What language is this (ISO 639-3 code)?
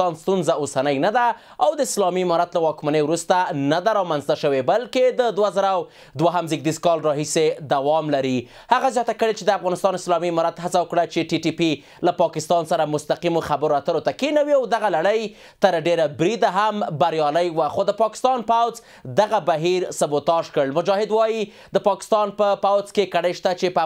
pus